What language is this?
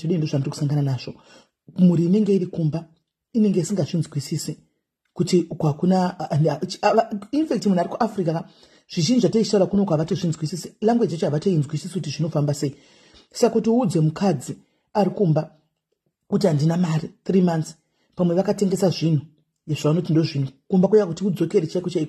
Shona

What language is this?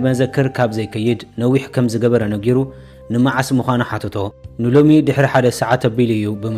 Tigrinya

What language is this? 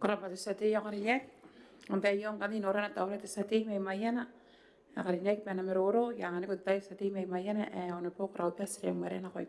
Gilbertese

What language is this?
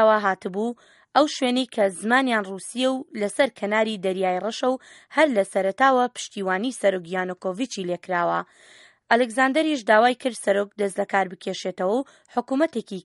Central Kurdish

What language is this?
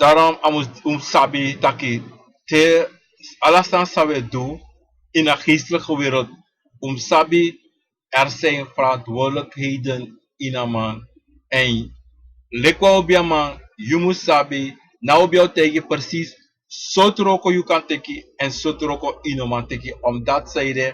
Sranan Tongo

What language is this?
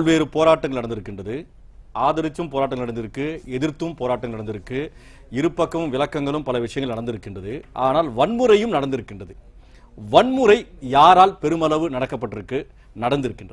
Tamil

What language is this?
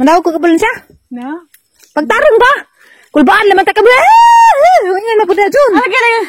Cebuano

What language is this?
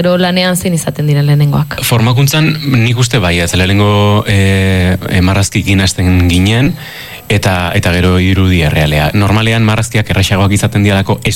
Basque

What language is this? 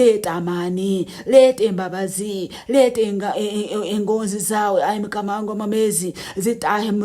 Nyankole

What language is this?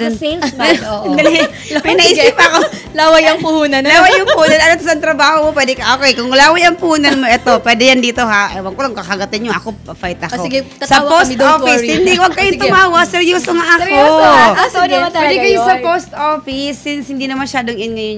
Filipino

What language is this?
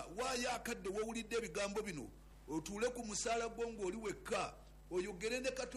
Ganda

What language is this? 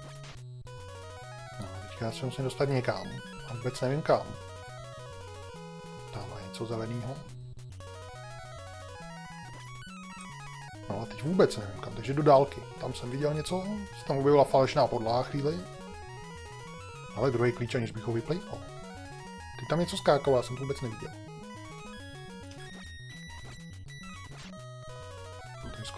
Czech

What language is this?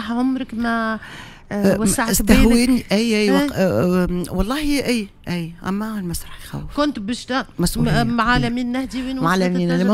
Tunisian Arabic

